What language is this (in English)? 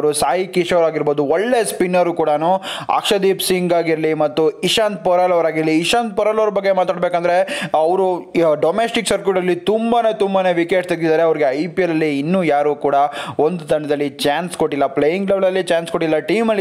Kannada